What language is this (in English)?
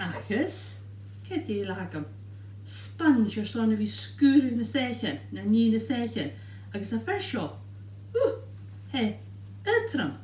Scottish Gaelic